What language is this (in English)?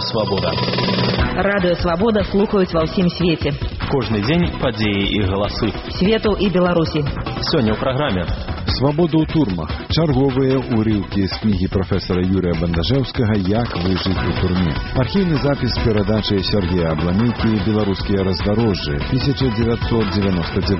Belarusian